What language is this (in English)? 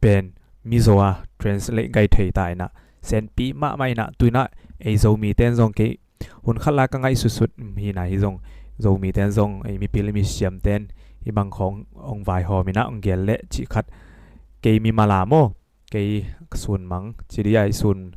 Tedim Chin